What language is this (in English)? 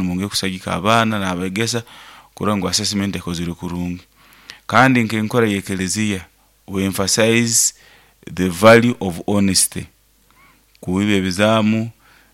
Nyoro